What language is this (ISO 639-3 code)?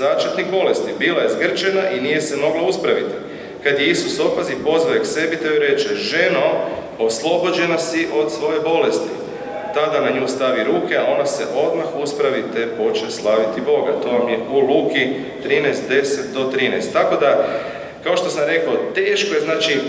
hrv